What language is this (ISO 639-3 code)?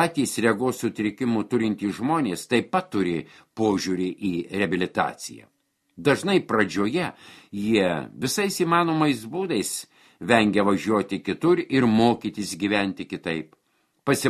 lit